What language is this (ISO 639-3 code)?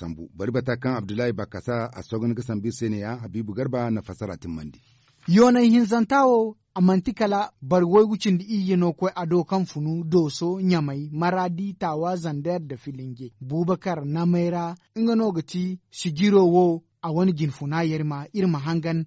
dje